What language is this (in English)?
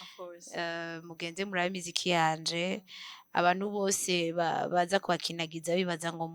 Rundi